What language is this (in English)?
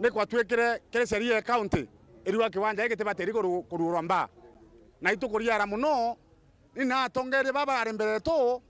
Meru